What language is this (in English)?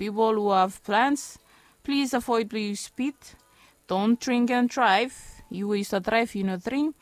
Bislama